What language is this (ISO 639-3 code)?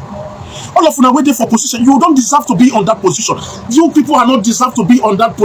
pcm